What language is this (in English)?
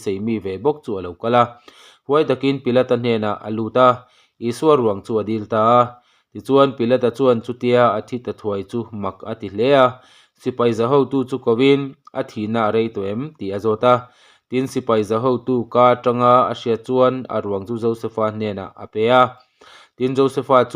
Mizo